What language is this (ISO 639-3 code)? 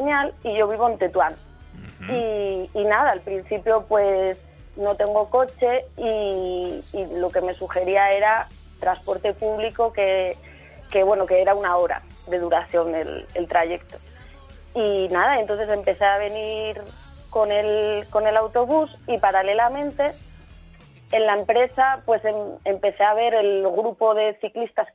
spa